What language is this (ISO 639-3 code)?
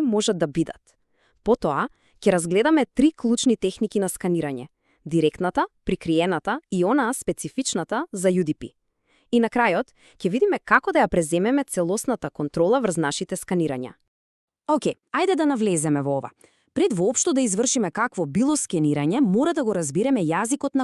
mkd